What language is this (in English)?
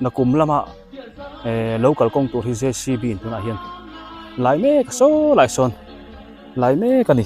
Biete